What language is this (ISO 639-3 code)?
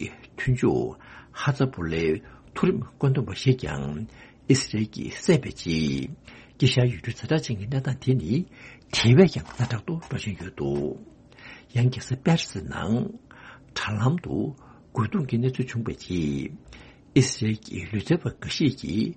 bod